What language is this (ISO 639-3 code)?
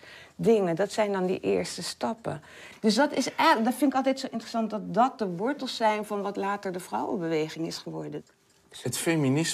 nld